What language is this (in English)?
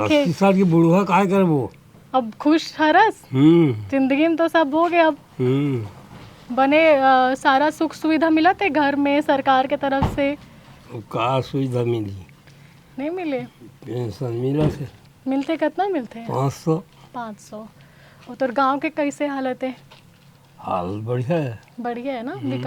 Chhattisgarhi